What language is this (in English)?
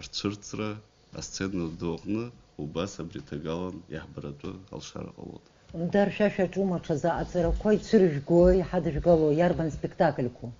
Abkhazian